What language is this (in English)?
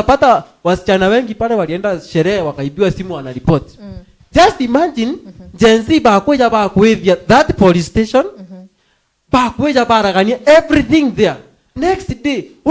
Meru